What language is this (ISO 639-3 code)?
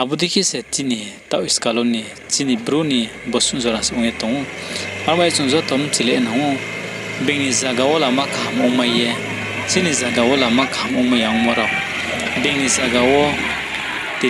ria